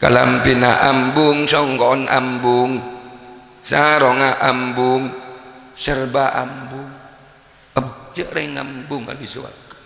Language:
Madurese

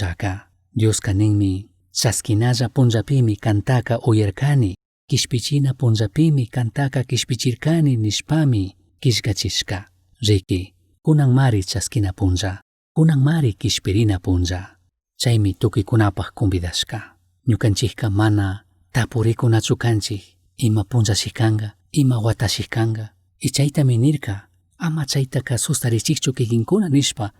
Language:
Chimborazo Highland Quichua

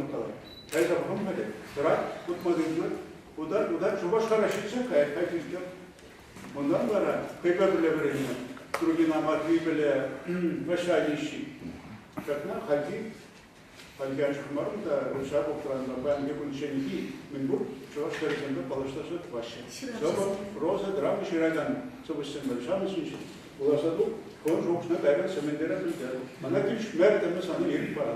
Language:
Chuvash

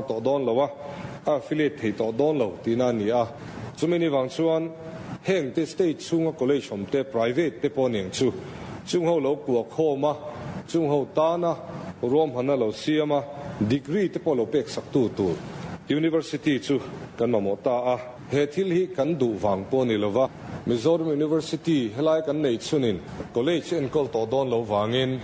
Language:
Mizo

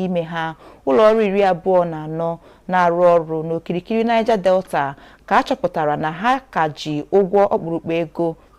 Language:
Igbo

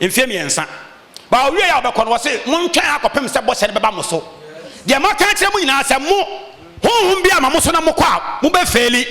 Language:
Akan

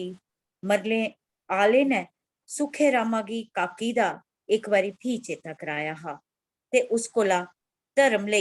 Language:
Dogri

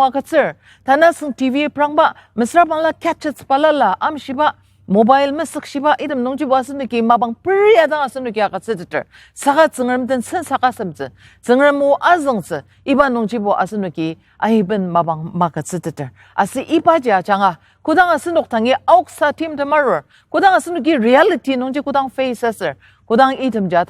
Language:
Ao Naga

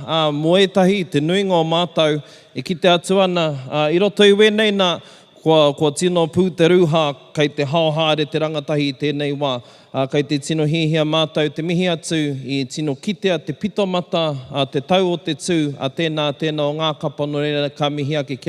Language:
Māori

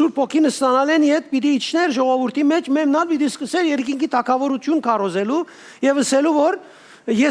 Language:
Western Armenian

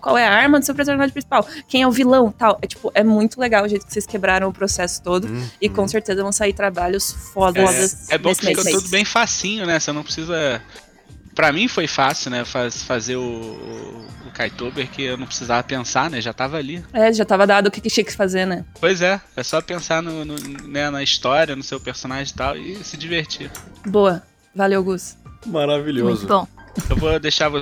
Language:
Portuguese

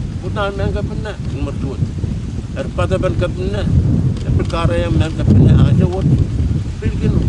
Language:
Pohnpeian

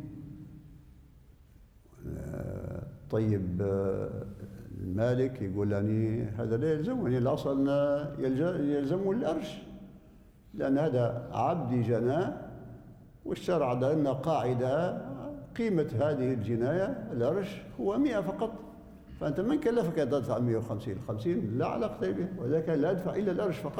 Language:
Arabic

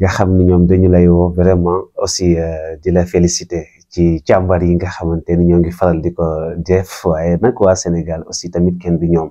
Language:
Wolof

